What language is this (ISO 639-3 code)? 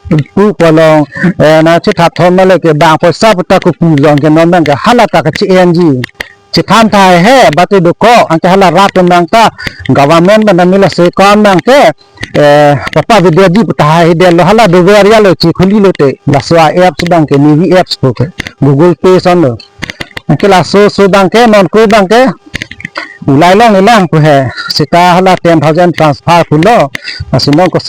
mjw